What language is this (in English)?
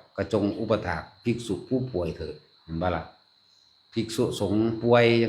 Northeastern Thai